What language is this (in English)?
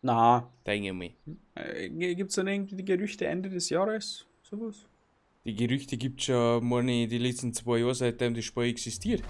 Bavarian